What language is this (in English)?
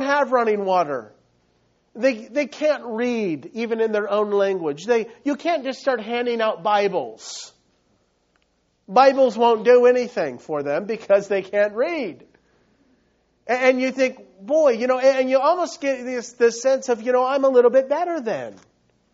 English